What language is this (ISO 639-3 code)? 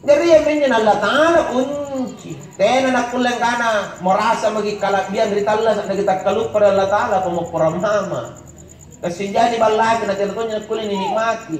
mak